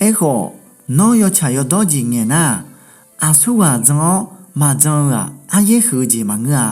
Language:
Akha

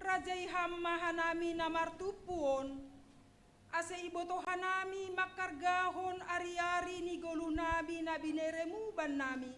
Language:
Batak Simalungun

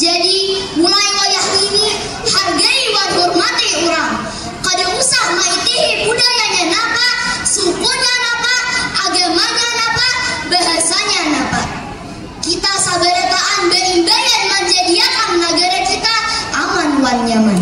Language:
Banjar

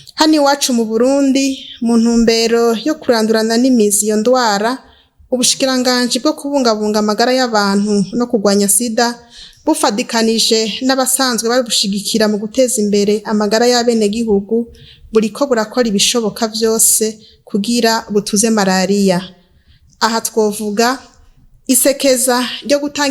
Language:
Rundi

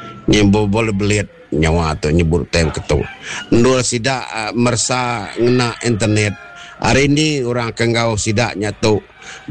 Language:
Iban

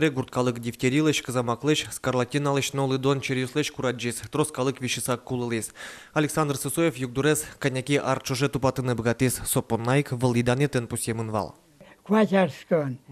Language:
Udmurt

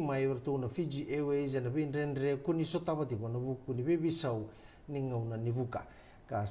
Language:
Fijian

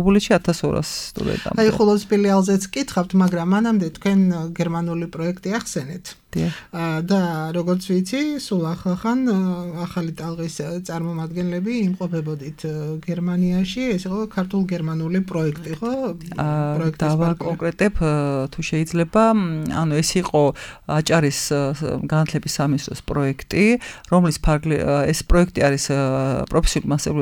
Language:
Georgian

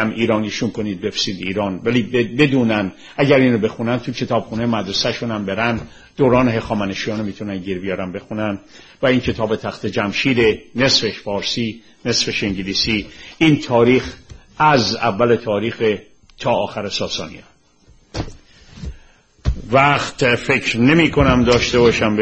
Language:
Persian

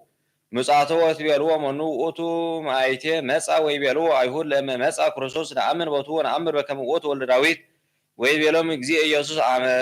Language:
Geez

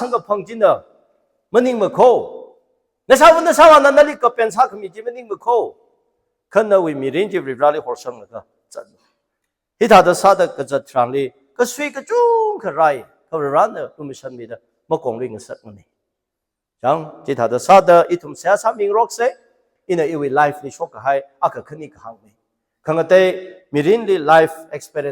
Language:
Tangkhul Naga (India)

